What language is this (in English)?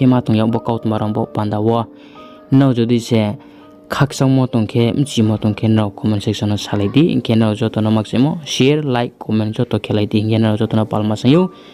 Riang (India)